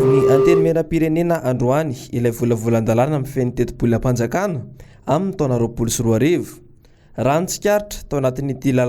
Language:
Malagasy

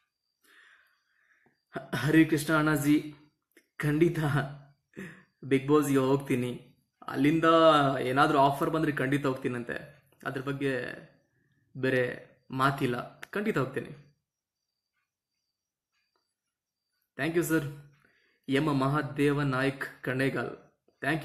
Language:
Kannada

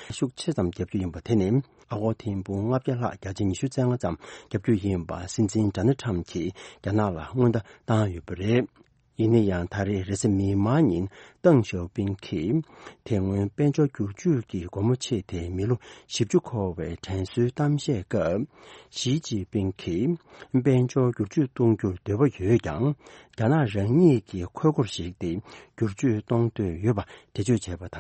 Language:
Tibetan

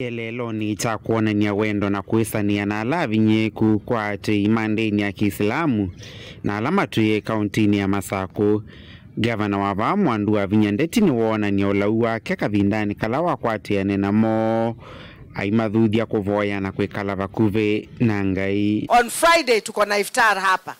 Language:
Kamba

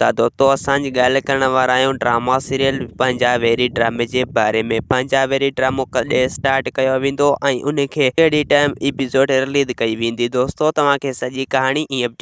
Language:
Sindhi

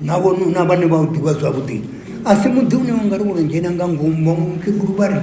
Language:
Venda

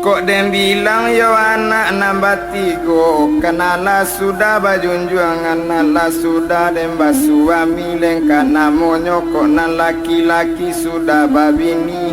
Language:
Minangkabau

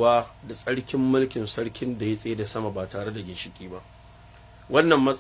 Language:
Hausa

